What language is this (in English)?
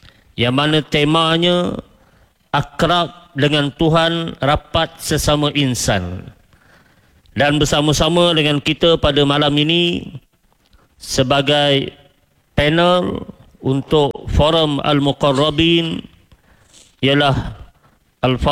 Malay